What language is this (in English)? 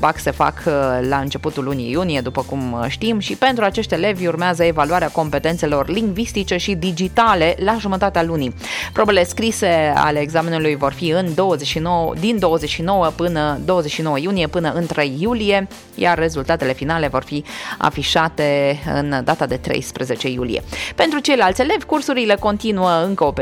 Romanian